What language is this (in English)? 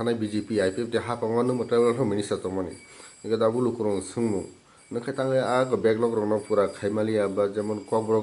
Kok Borok